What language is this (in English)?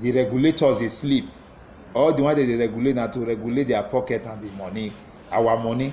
Nigerian Pidgin